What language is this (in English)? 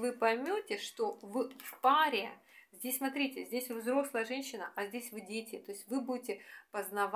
Russian